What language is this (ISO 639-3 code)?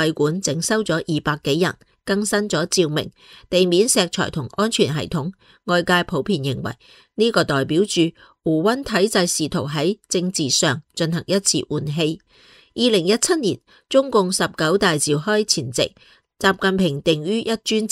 yue